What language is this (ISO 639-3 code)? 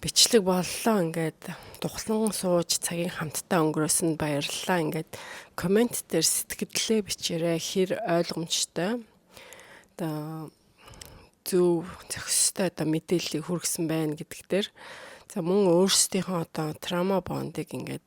mon